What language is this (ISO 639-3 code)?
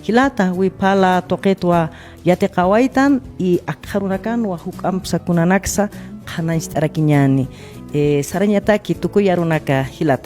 aym